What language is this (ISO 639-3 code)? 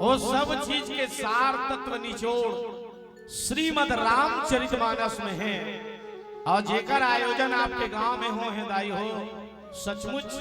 hne